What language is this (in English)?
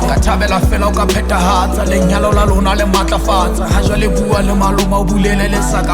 Southern Sotho